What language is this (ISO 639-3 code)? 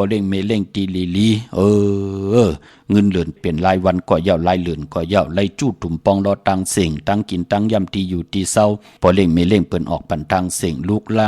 shn